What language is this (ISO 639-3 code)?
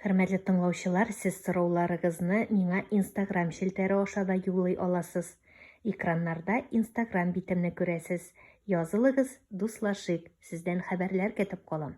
tat